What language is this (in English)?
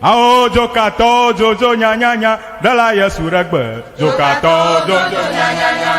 Ewe